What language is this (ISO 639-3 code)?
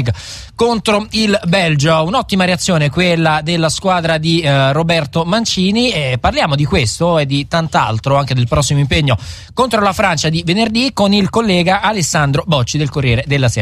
ita